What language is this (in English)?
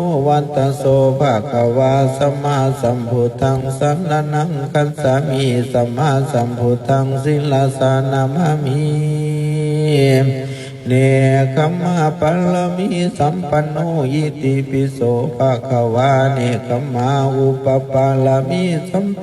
Pali